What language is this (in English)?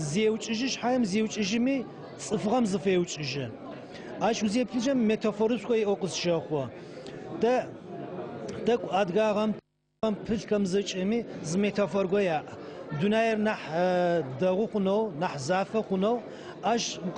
Adyghe